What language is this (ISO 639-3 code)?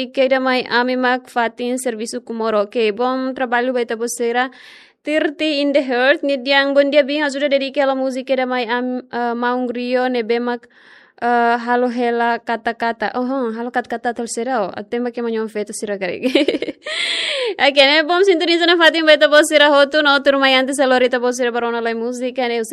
tet